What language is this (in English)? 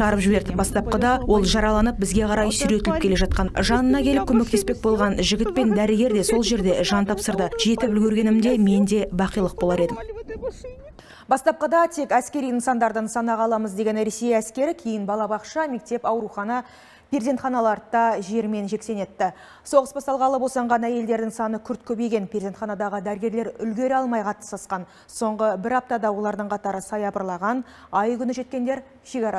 Kazakh